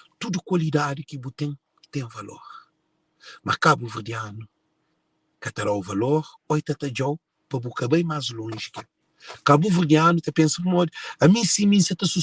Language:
Kabuverdianu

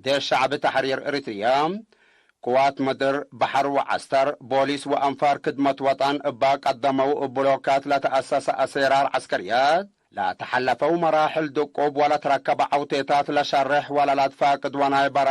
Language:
Tigre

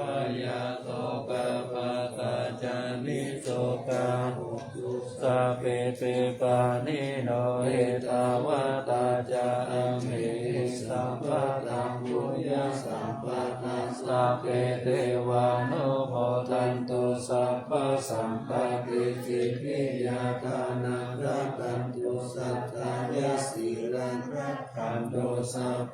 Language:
Pali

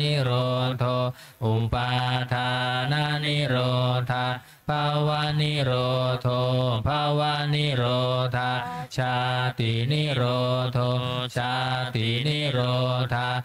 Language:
Pali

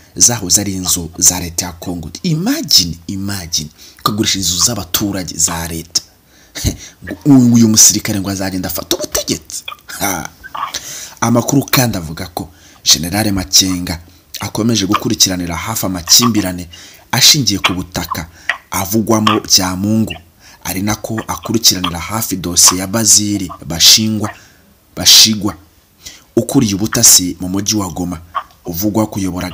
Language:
Kinyarwanda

